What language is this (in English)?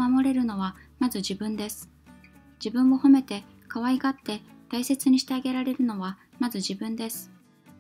Japanese